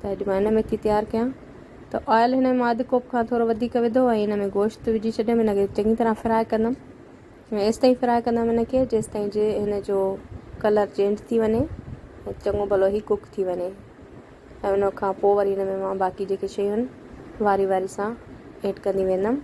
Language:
Sindhi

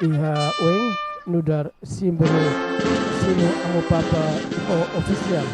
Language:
Tetum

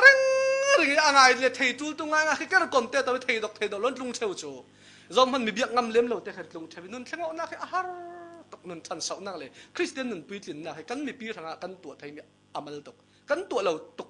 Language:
Falam Chin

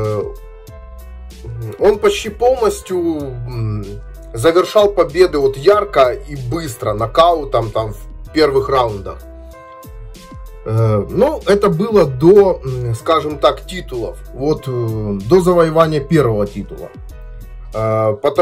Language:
Russian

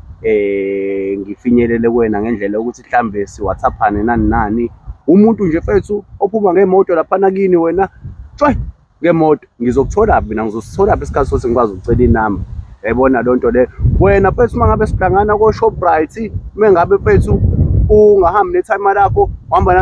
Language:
Zulu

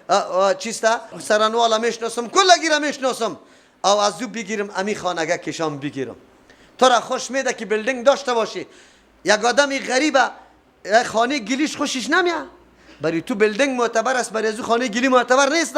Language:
Persian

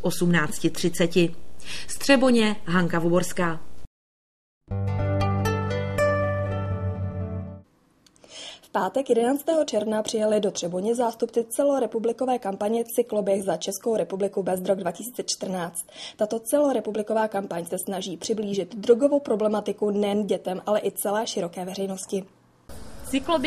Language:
Czech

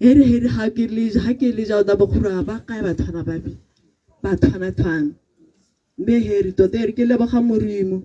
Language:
Tswana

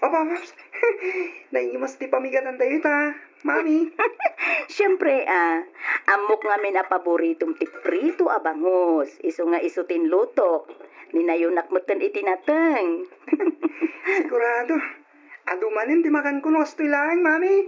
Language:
Iloko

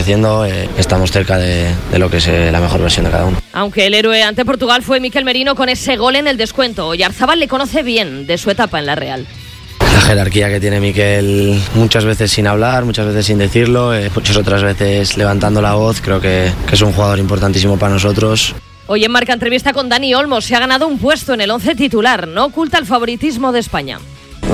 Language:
Spanish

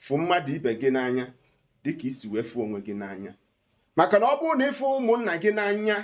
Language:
Igbo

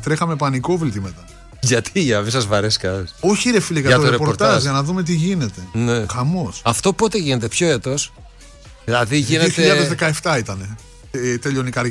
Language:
Greek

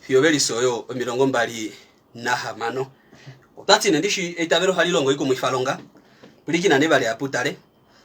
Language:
Kuanyama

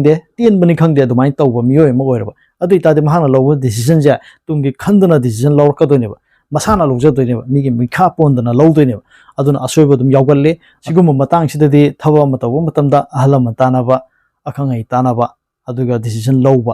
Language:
Manipuri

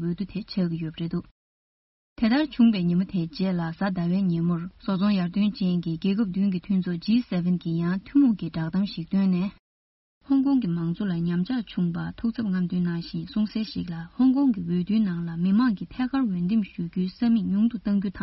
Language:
Tibetan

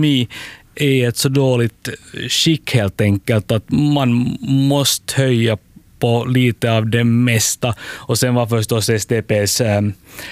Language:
Swedish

